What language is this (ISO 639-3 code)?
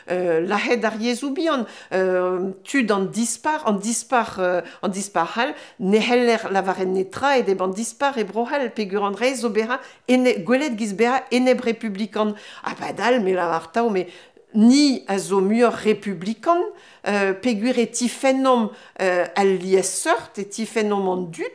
bre